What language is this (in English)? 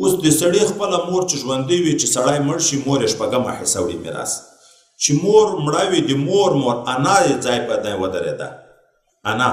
Pashto